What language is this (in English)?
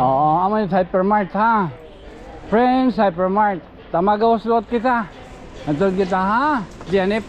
Waray